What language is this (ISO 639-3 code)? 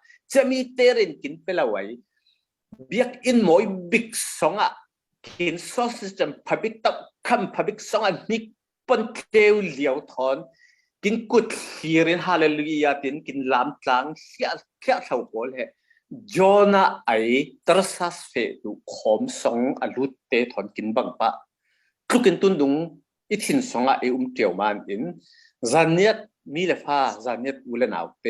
cfm